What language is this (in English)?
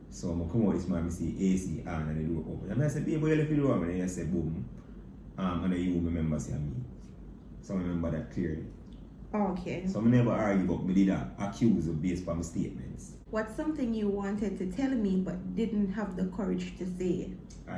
Jamaican Creole English